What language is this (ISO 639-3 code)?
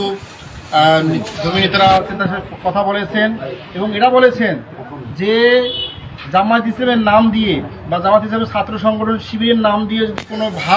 ben